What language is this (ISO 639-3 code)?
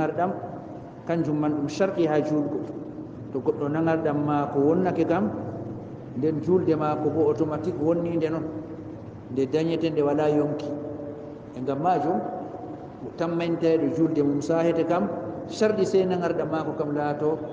ful